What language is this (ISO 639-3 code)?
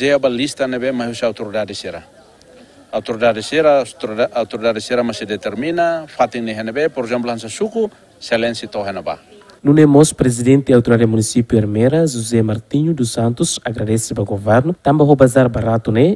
tet